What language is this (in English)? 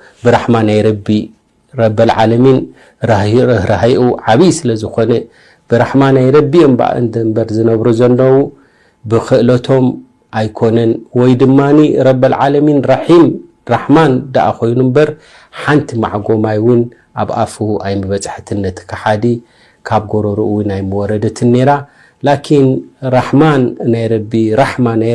Tigrinya